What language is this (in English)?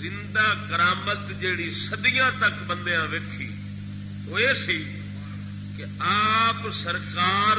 Saraiki